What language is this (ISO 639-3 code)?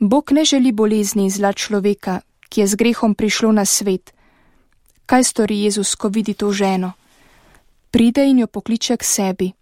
slv